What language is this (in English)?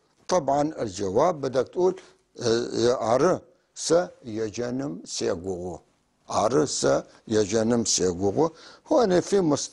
North Levantine Arabic